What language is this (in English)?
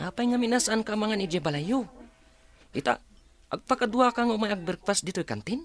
Iloko